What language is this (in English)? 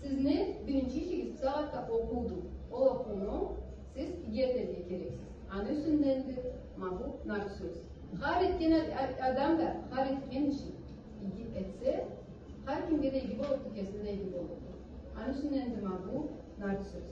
Karachay-Balkar